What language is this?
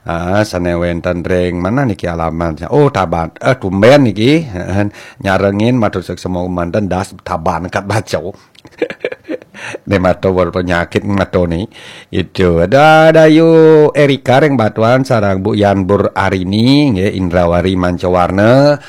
Balinese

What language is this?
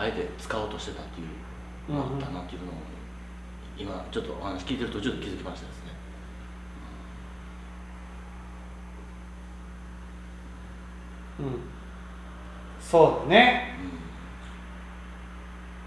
Japanese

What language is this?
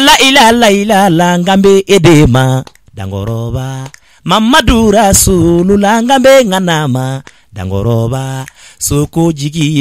Bambara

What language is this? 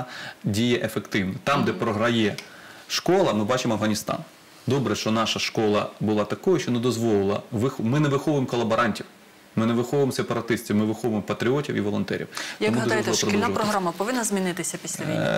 Ukrainian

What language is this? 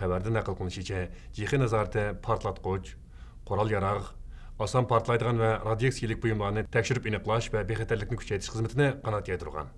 Uyghur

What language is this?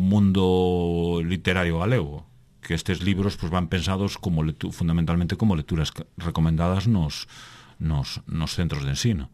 Galician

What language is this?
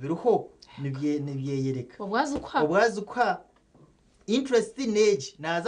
Nyankole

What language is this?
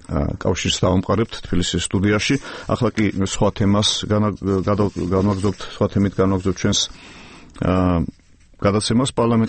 Georgian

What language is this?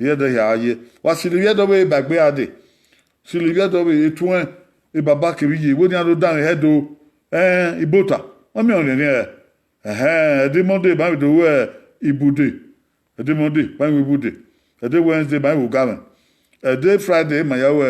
Bini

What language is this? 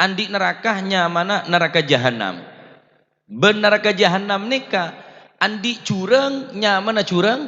Madurese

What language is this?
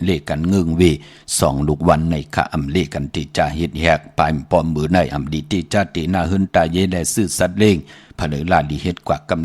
Shan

